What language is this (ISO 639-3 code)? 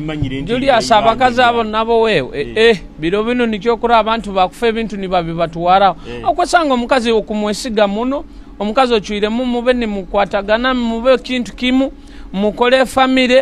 nyo